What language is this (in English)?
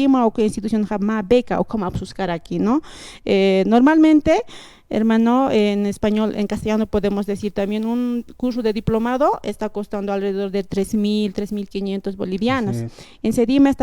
Aymara